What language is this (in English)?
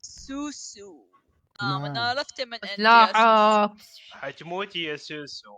Mesopotamian Arabic